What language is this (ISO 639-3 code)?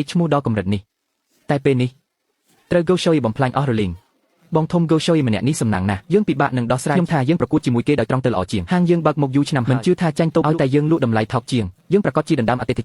khm